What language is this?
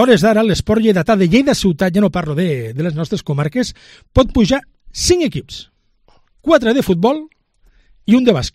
Catalan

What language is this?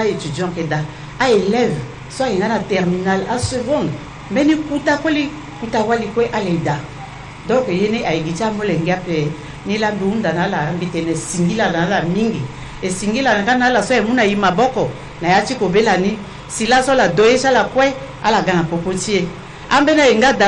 Sango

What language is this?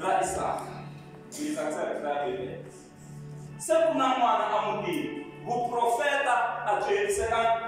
Tsonga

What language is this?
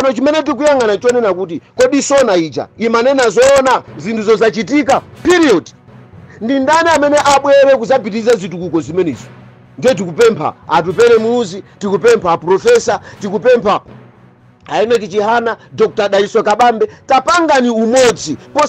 Nyanja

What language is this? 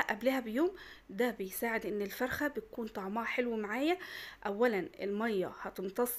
Egyptian Arabic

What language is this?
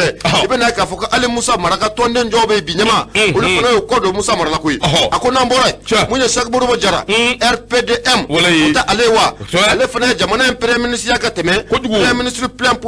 Bambara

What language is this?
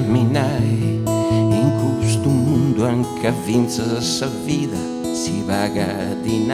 Sardinian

